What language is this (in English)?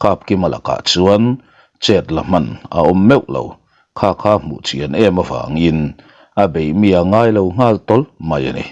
Mizo